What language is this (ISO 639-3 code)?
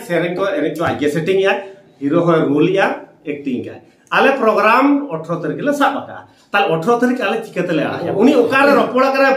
sat